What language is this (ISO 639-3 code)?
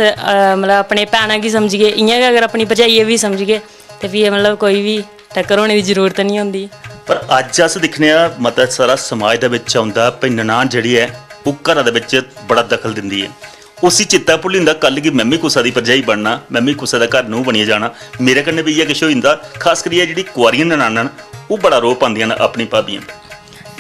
doi